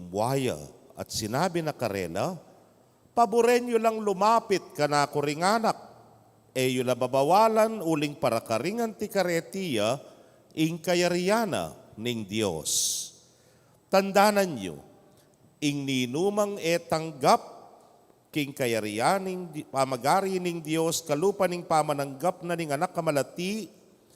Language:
Pampanga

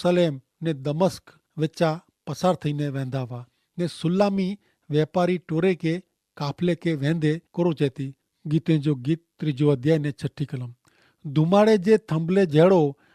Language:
Kachhi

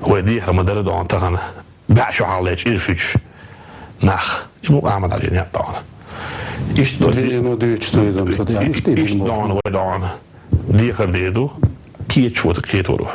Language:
Chechen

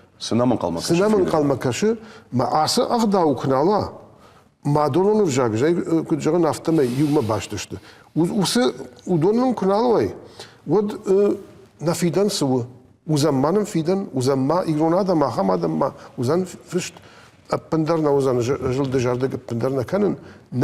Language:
Ossetic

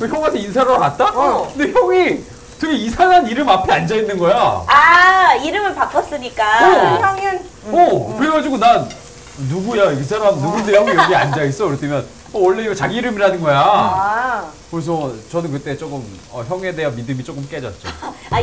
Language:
Korean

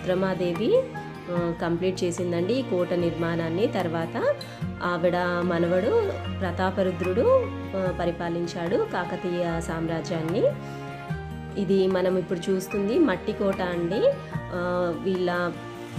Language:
Telugu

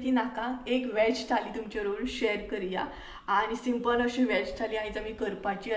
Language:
Konkani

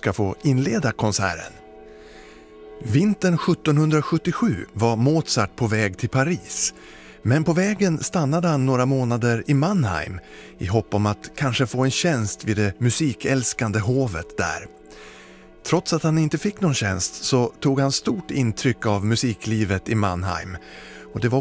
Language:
Swedish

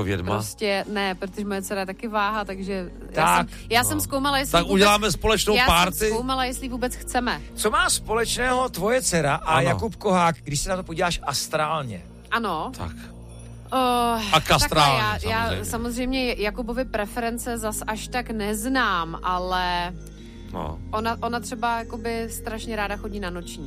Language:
Czech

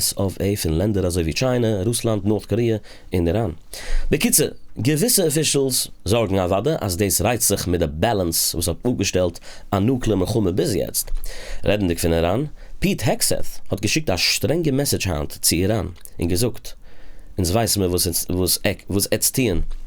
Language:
Yiddish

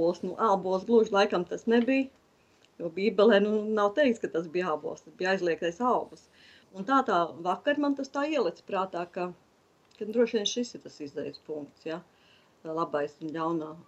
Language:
Latvian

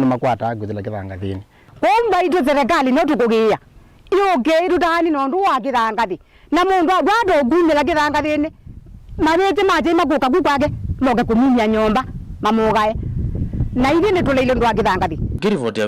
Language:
Kamba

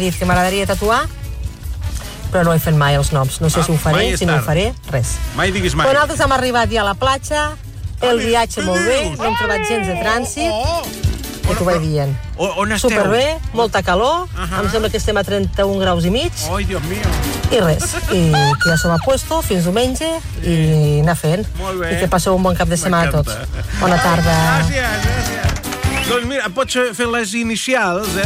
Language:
Catalan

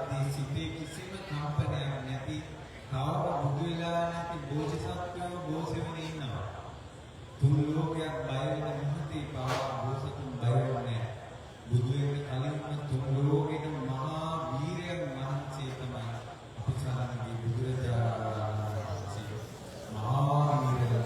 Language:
Sinhala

